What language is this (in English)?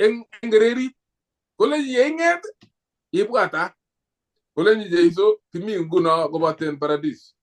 Kalenjin